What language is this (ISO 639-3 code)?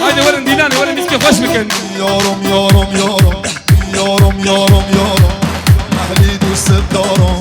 kur